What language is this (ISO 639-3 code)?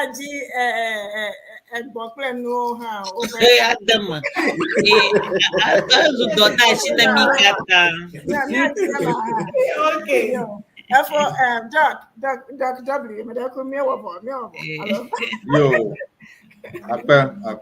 ewe